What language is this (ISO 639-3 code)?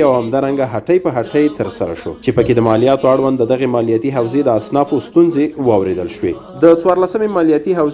pus